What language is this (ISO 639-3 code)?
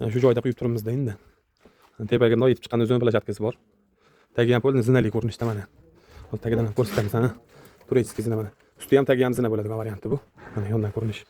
uzb